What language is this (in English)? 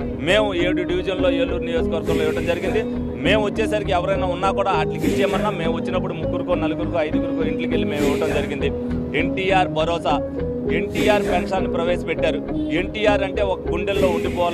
Telugu